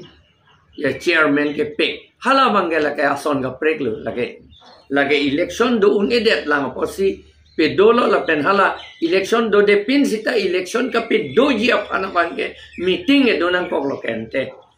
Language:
Karbi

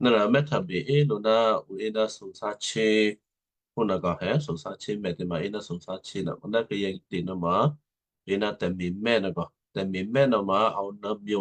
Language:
Western Kayah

